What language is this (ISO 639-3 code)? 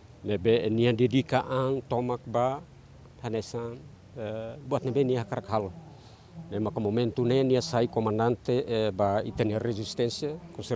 tet